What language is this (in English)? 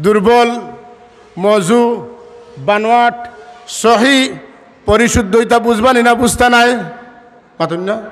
Sylheti